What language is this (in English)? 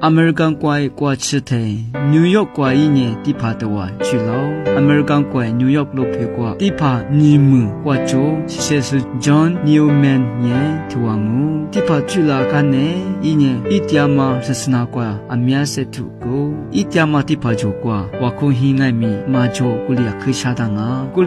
Lisu